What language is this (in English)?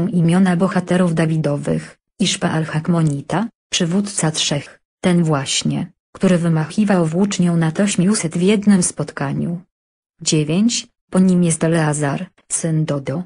Polish